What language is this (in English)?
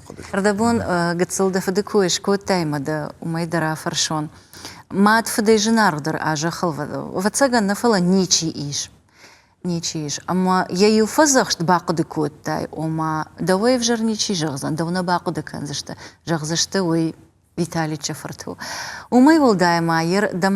Ossetic